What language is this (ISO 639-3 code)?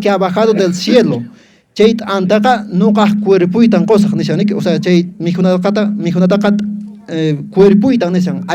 que